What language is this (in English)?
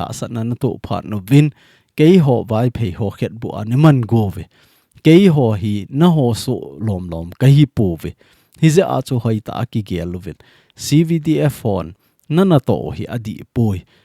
Thado Chin